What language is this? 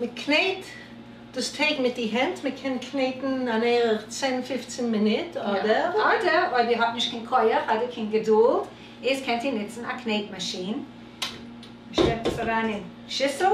Yiddish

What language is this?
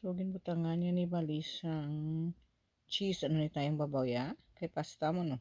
Hiligaynon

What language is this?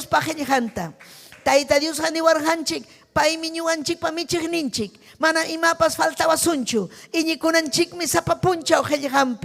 Ayacucho Quechua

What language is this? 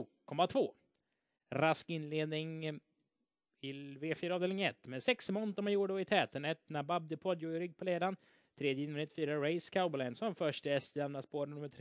Swedish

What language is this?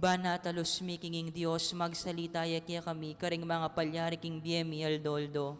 Pampanga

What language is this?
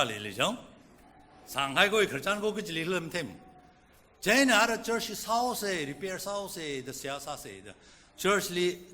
Tangkhul Naga (India)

